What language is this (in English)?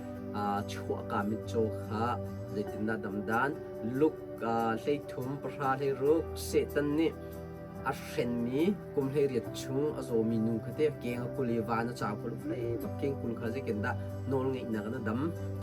Hakha Chin